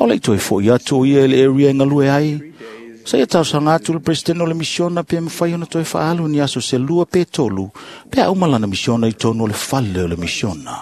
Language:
Samoan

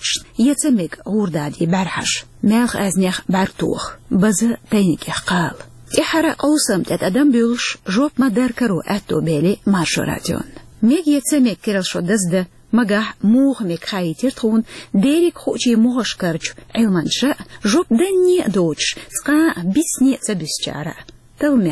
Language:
Chechen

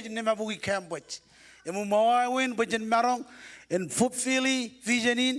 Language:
Marshallese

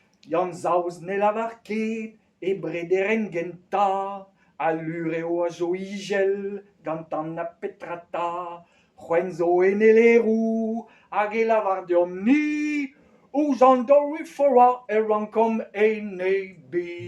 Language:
Breton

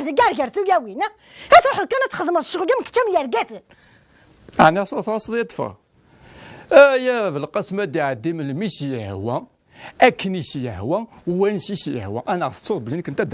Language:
Kabyle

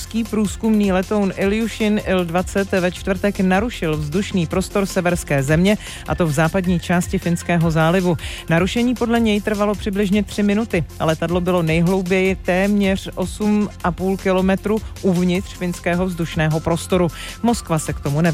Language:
Czech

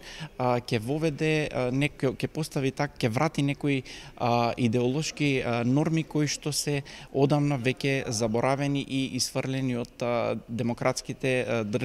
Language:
Macedonian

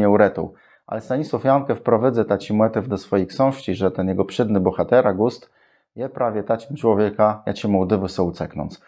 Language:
Kashubian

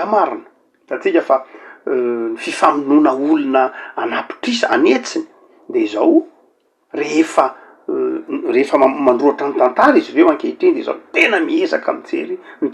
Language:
Malagasy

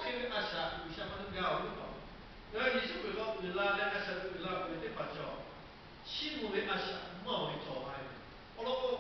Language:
Lahu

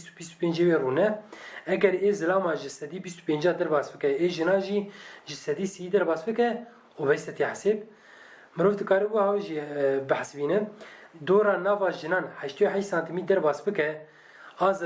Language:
Kurdish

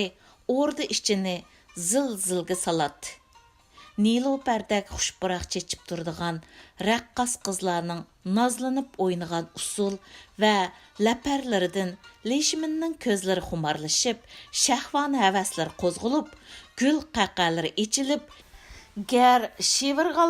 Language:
Uyghur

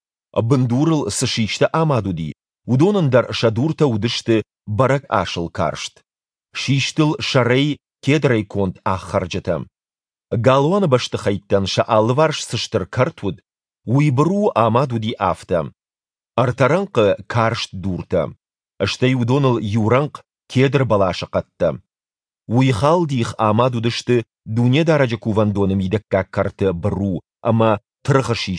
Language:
Ossetic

